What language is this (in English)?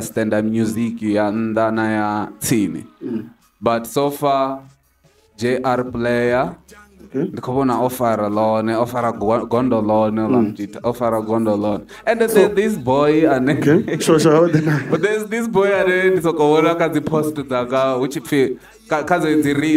Venda